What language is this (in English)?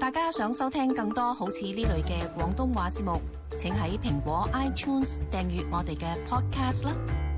Cantonese